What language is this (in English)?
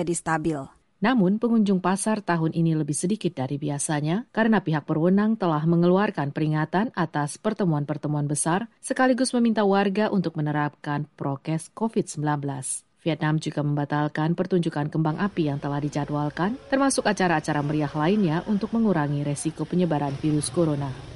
Indonesian